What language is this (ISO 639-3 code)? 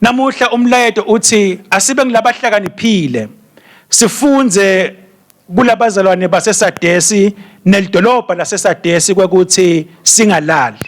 ssw